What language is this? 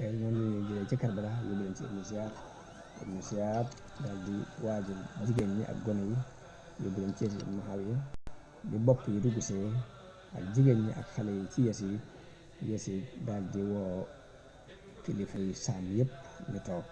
Wolof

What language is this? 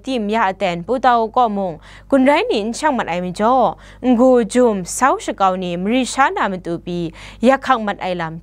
Kachin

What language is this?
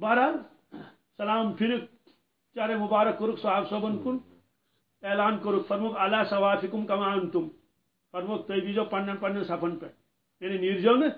Kashmiri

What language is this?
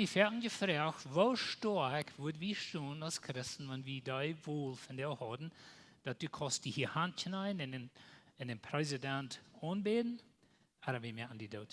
Plautdietsch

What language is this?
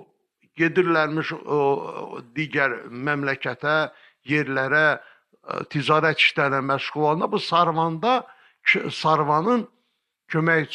Azerbaijani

